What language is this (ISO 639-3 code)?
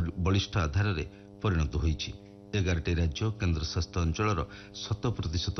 ori